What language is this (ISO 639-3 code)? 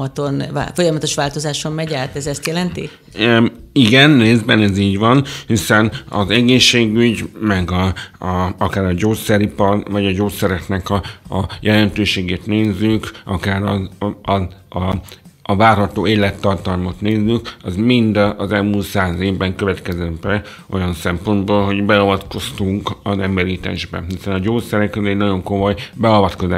hun